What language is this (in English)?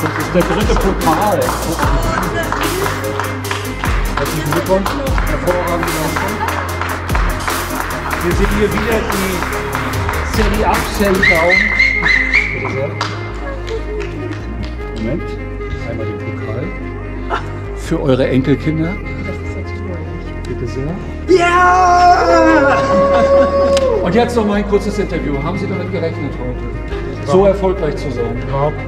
German